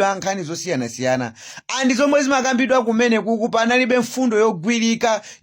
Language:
Nyanja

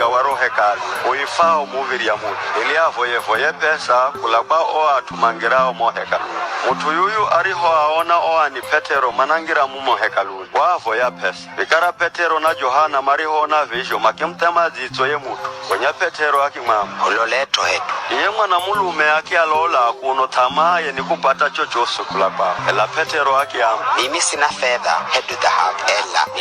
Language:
Giryama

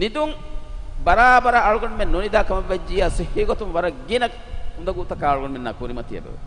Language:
Divehi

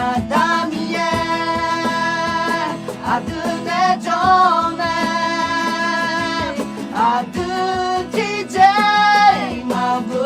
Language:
Akha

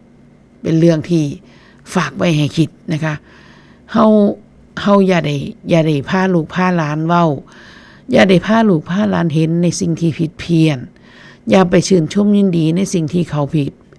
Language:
Northeastern Thai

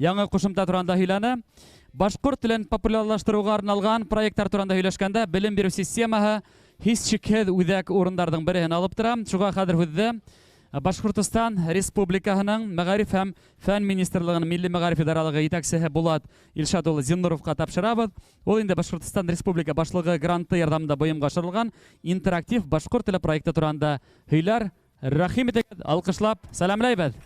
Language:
Bashkir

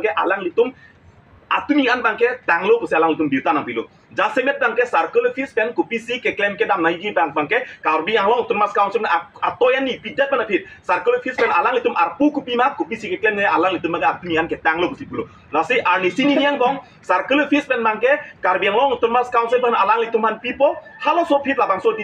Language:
Karbi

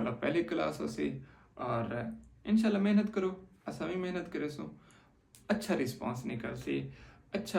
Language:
Saraiki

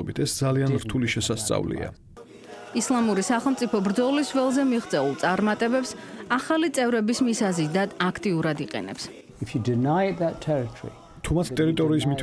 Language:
Georgian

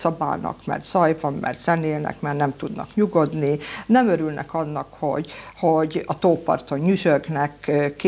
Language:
Hungarian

